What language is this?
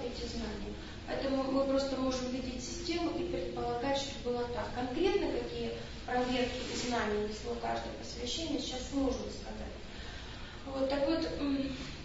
Russian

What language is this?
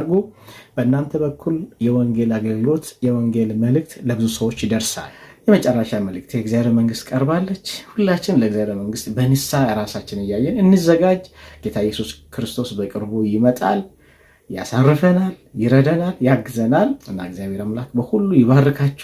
Amharic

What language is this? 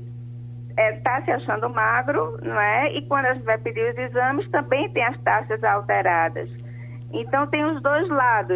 Portuguese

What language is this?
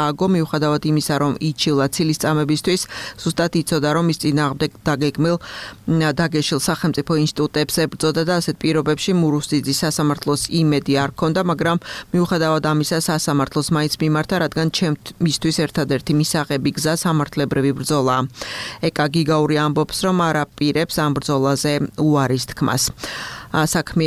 Georgian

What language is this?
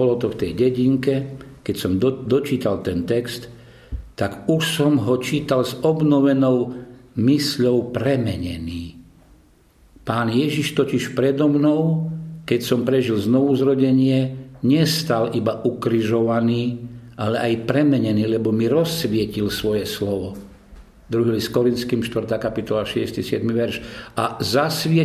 Slovak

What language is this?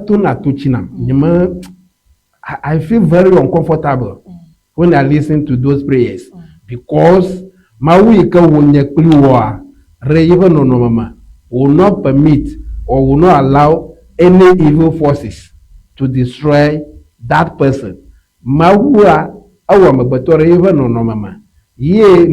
Ewe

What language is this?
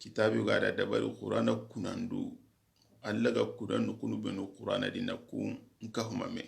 Soninke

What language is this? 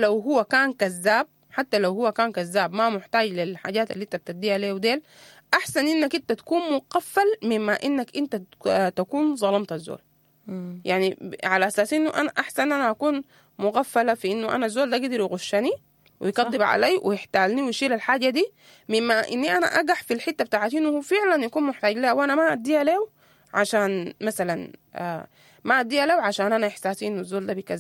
Sudanese Arabic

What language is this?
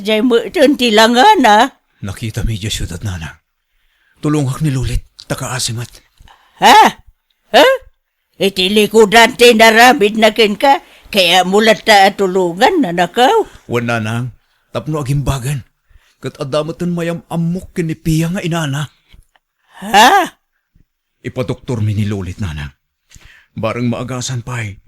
Iloko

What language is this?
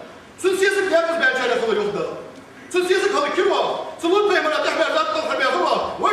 Ingush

